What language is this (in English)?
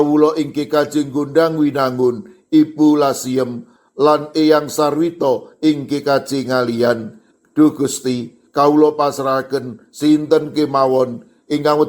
Javanese